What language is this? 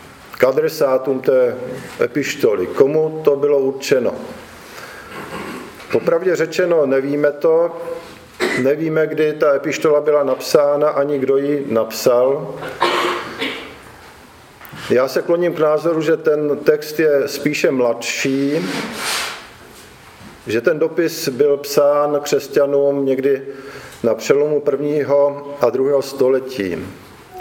Czech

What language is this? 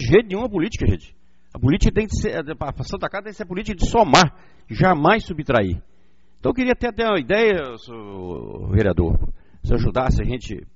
Portuguese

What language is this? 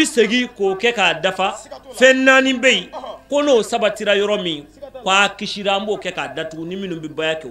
Bambara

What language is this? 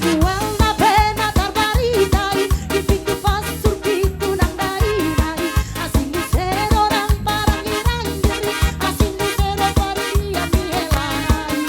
Batak Toba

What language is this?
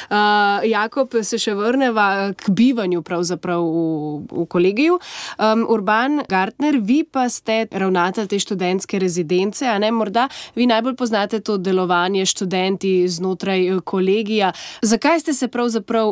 Slovenian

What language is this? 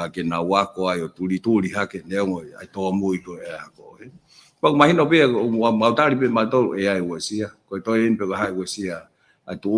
Tongan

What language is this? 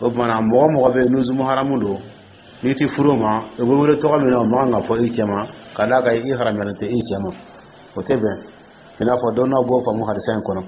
Dyula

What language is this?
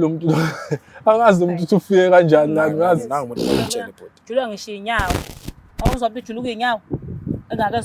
Zulu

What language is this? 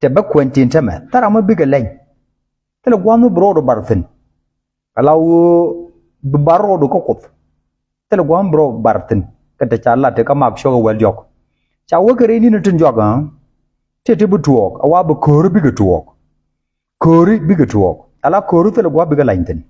Nuer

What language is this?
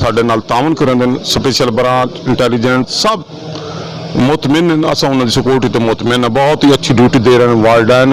Saraiki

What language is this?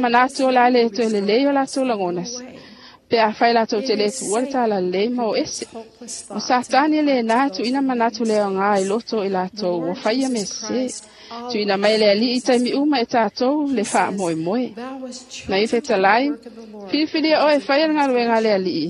Samoan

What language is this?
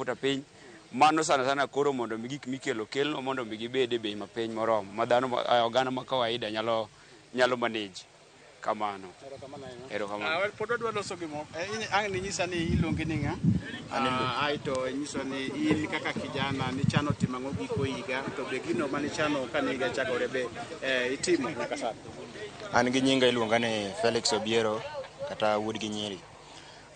Luo (Kenya and Tanzania)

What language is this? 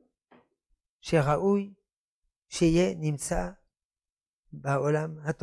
Hebrew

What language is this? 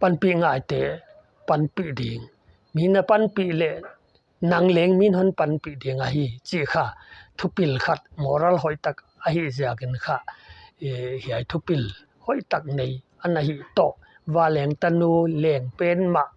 Paite Chin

